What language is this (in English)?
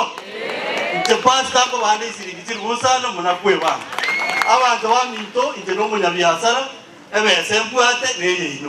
Gusii